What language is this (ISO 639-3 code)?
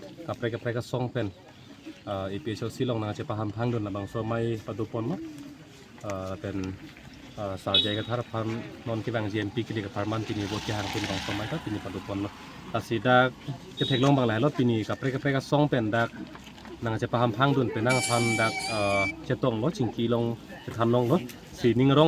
mjw